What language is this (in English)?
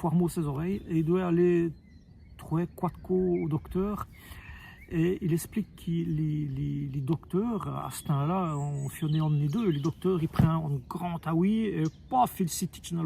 Walloon